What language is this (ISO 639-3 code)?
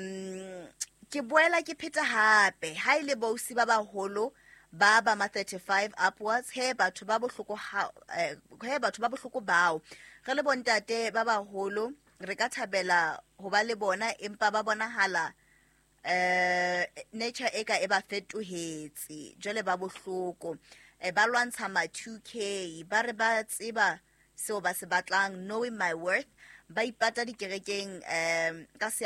sot